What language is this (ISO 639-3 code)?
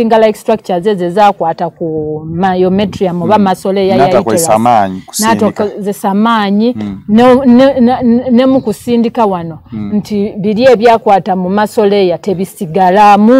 lug